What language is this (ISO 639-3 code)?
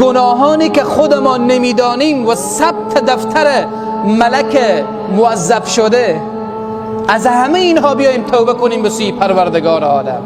fas